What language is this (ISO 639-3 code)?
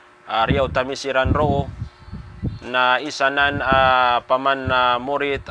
mrw